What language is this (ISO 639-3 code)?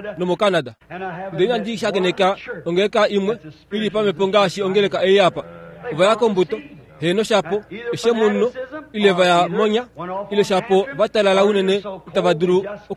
kua